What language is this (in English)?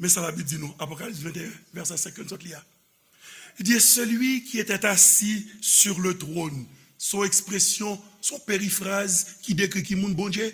Haitian Creole